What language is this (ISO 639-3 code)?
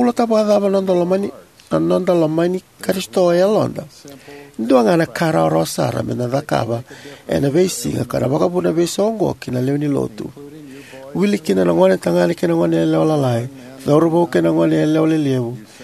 fij